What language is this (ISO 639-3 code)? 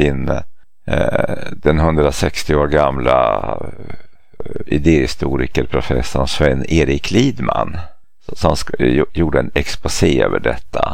swe